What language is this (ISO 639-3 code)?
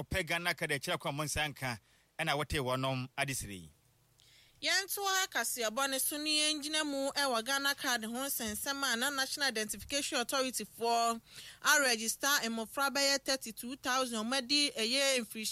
aka